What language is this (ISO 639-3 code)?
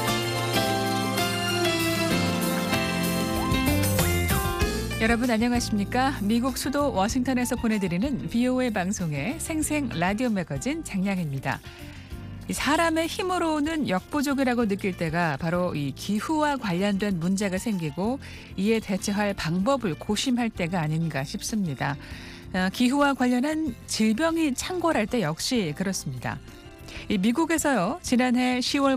kor